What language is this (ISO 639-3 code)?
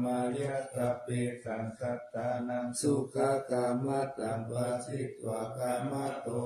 pli